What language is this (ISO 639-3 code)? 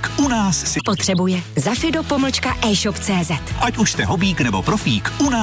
ces